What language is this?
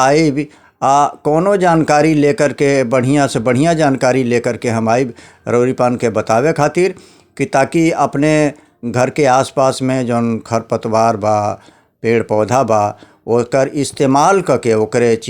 Bhojpuri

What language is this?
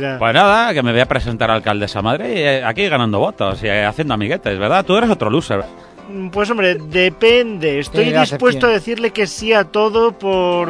Spanish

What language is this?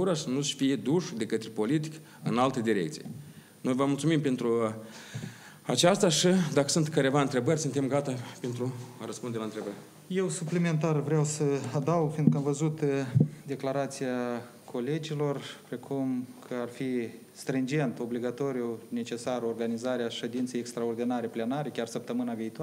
Romanian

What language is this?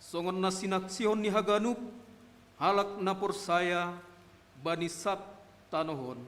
Batak Simalungun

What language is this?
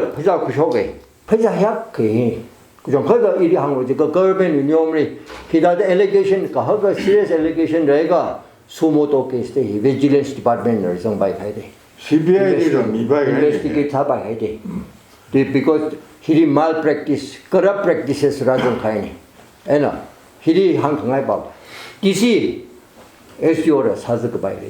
Tangkhul Naga (India)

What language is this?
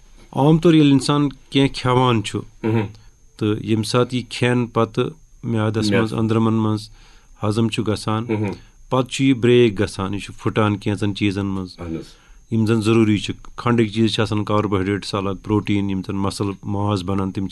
Kashmiri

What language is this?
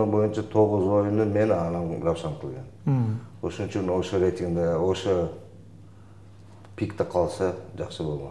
Kyrgyz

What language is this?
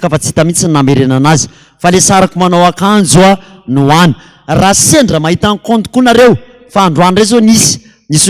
Malagasy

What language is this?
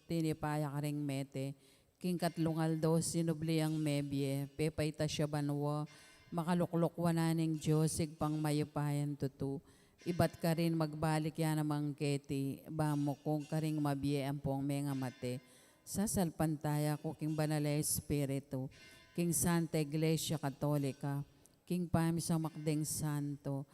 Pampanga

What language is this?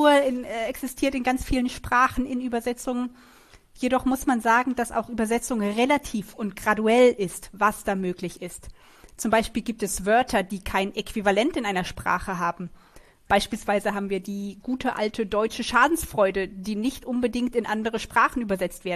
German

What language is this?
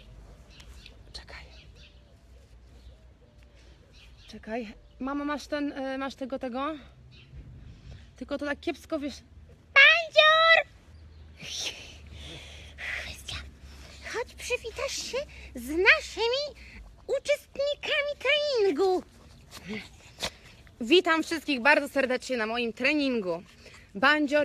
Polish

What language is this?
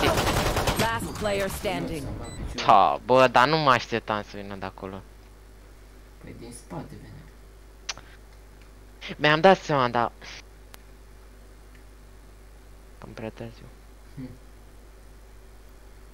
Romanian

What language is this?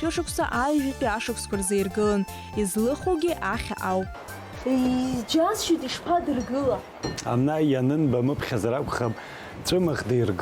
Abkhazian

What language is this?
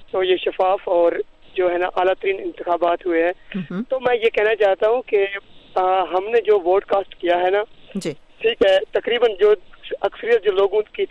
Urdu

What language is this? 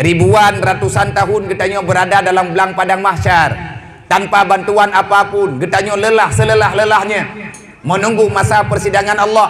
Achinese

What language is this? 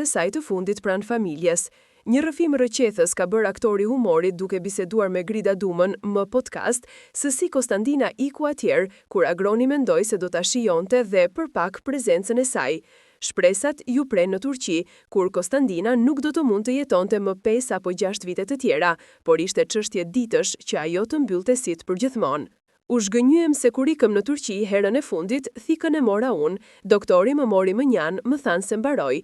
Albanian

